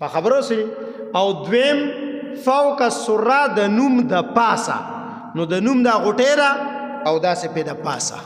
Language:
Pashto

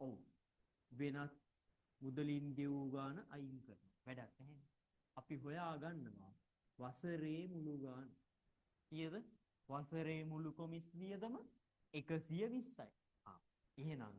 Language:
Sinhala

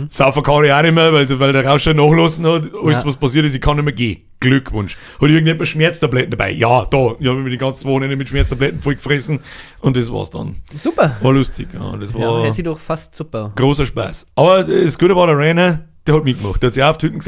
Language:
Bavarian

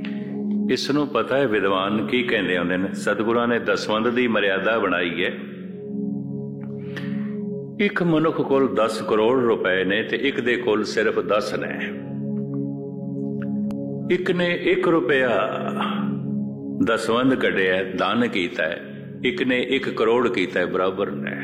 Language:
Punjabi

